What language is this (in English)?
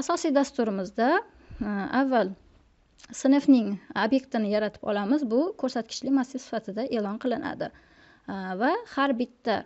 Uzbek